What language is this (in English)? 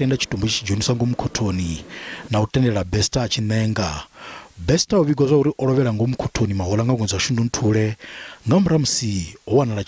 Venda